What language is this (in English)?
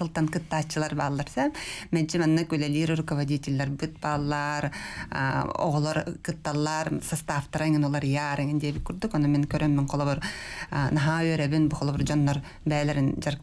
Yakut